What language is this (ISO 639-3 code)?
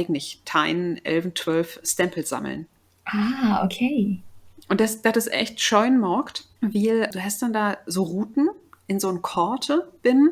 nds